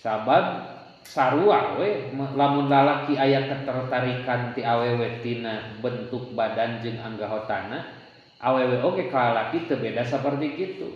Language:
Sundanese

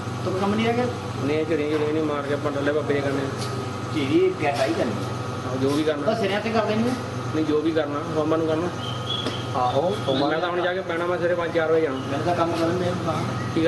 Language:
Punjabi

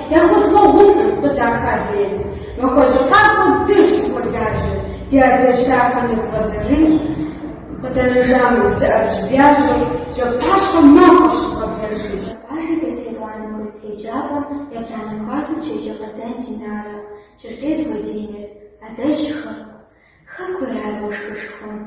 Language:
Kabardian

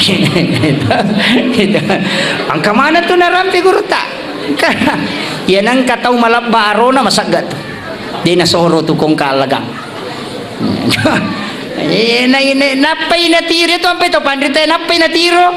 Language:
Buginese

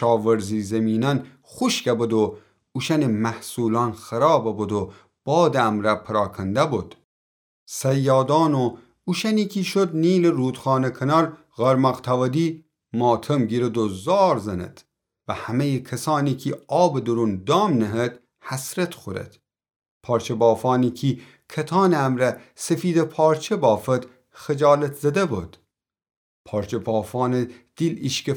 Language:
Gilaki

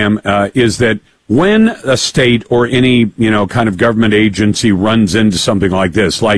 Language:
English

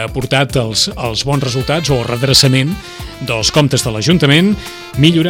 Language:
Catalan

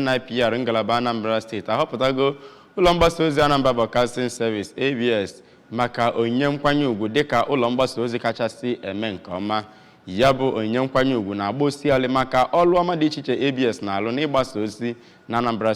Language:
Igbo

